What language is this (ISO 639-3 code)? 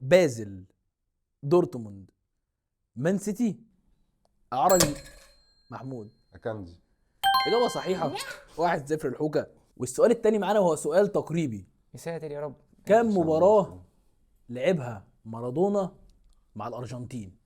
arz